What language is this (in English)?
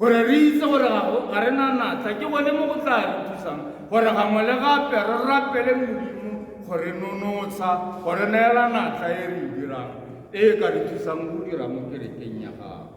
Tswana